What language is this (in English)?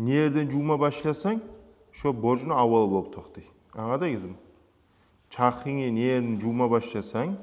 Kumyk